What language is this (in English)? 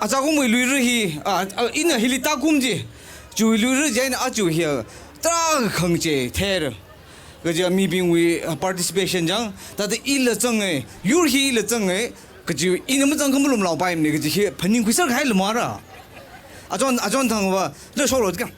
Tangkhul Naga (India)